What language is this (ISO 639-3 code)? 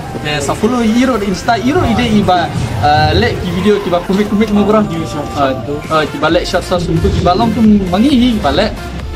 kha